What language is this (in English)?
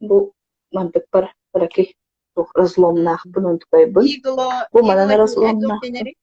Yakut